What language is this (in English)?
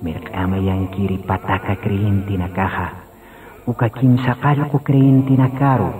Aymara